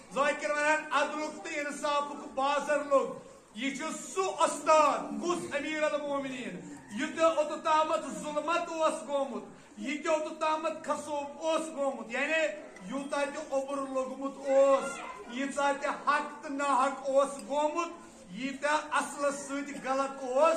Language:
Kashmiri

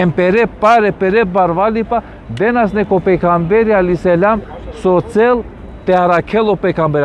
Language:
Balkan Romani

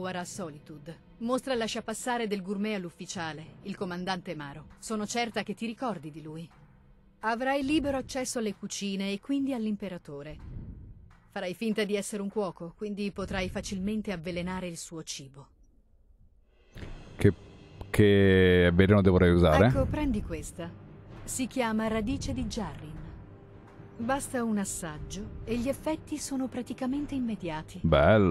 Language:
Italian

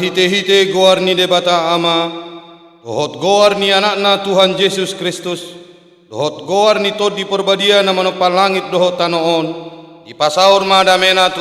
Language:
Batak Toba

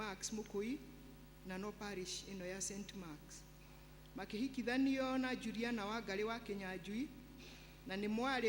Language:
Kikuyu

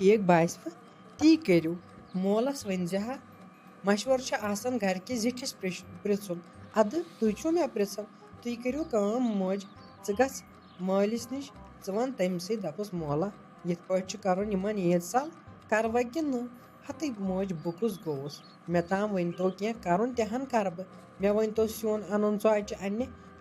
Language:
Kashmiri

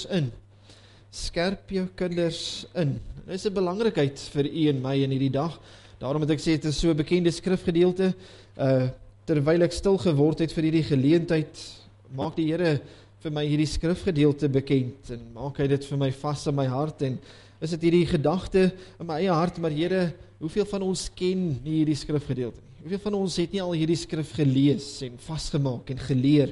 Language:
Afrikaans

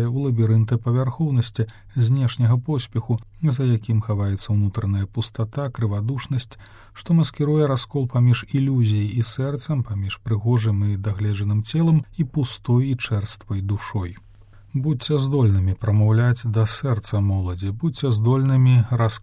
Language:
Belarusian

